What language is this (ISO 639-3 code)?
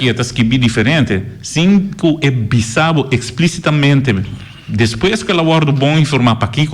pap